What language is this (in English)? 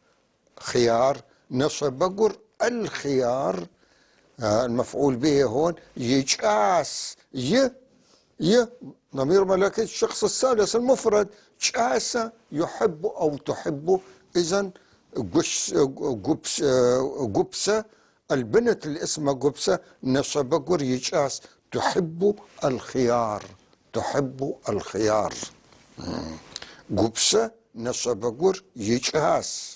North Levantine Arabic